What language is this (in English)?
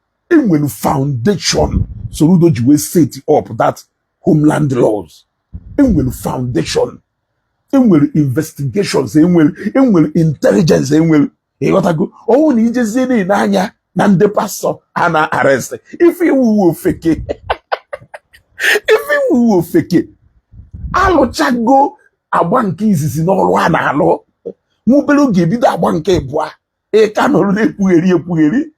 Igbo